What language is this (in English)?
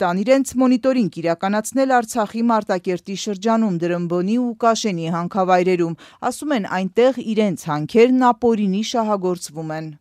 Armenian